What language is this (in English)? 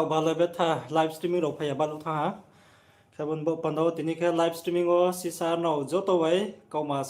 Riang (India)